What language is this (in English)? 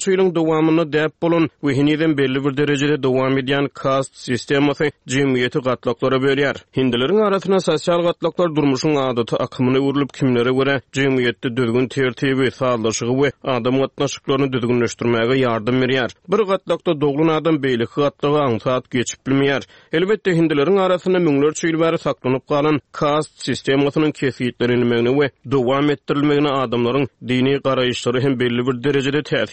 Turkmen